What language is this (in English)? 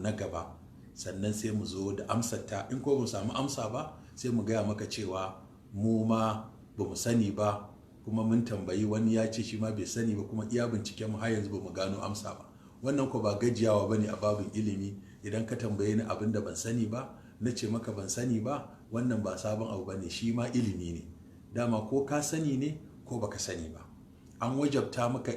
Hausa